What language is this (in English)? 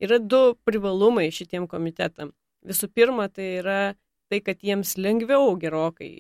Lithuanian